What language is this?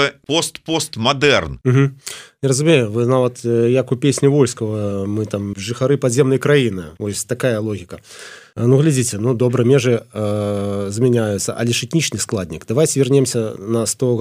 Belarusian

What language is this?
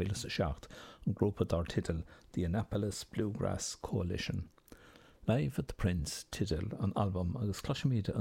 Irish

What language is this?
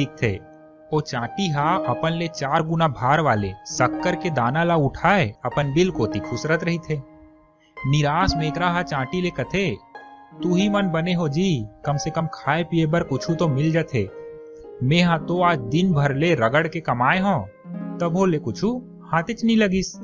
Chhattisgarhi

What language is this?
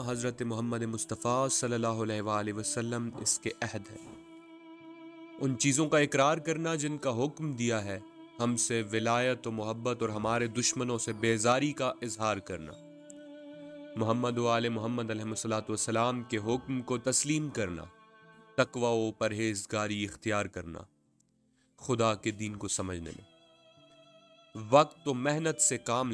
Urdu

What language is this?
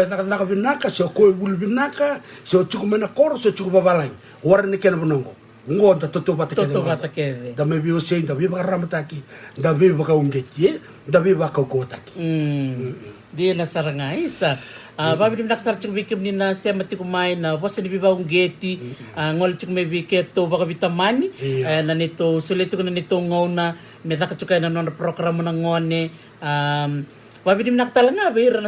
Fijian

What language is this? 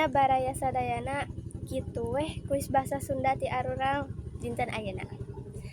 Sundanese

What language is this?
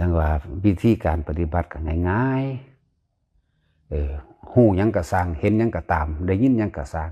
Northeastern Thai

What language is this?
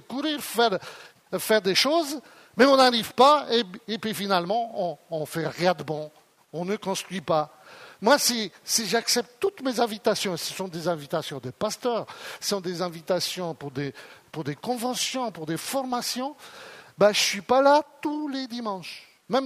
French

